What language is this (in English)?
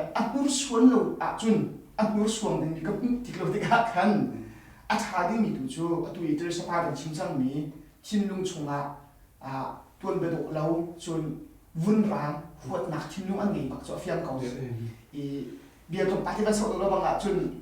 Hakha Chin